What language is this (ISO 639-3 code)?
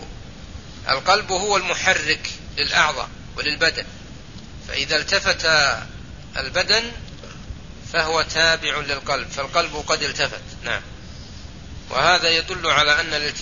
ara